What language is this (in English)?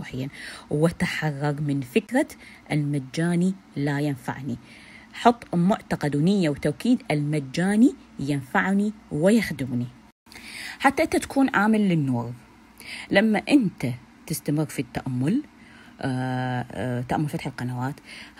Arabic